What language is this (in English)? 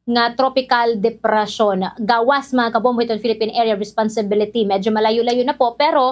Waray